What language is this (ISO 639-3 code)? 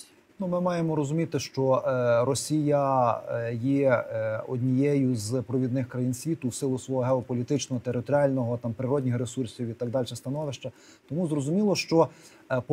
ukr